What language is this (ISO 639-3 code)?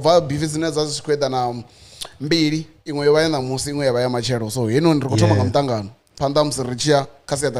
ven